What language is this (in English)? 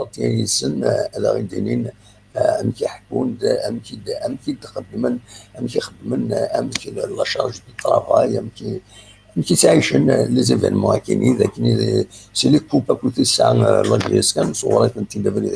Kabyle